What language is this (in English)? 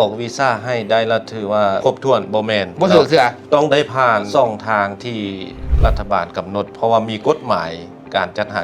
Lao